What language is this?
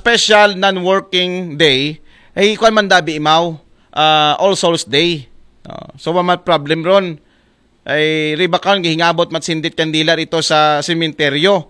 Aklanon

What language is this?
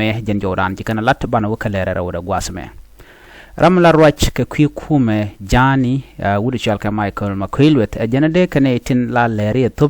Nuer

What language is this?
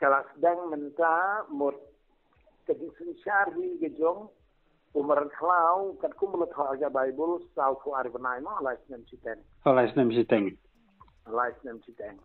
Khasi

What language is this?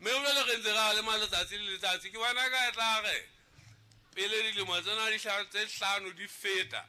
Southern Sotho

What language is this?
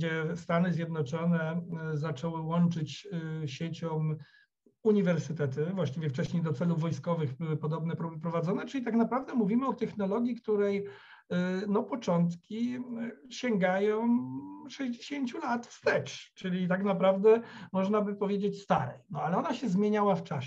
Polish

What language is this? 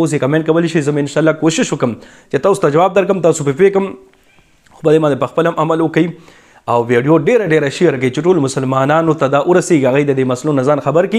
Pashto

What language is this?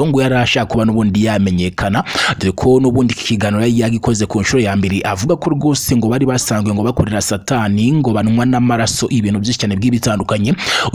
Kinyarwanda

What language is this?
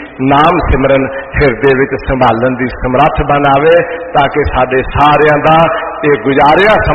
Punjabi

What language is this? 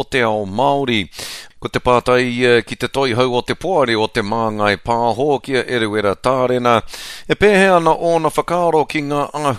Māori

